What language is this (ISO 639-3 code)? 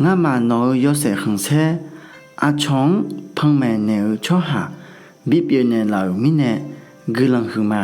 ahk